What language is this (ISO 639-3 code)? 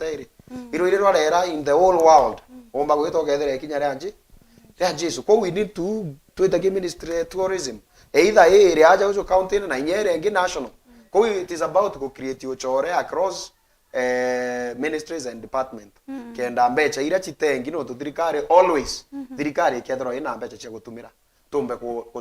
mer